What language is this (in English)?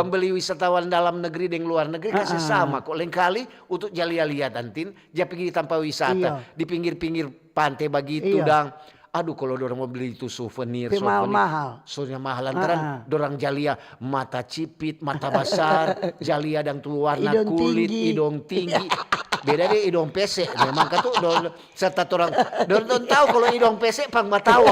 Manado Malay